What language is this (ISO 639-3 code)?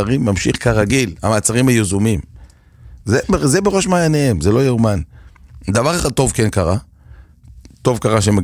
heb